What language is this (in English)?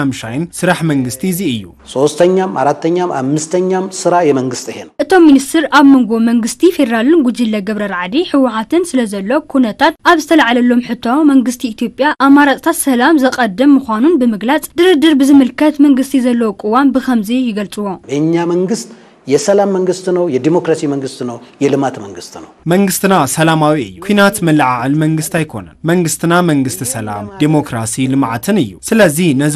Tigrinya